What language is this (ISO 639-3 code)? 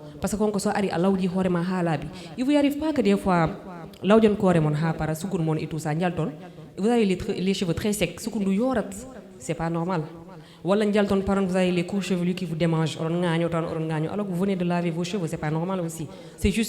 ful